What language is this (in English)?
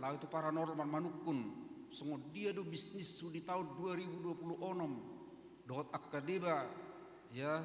Batak Toba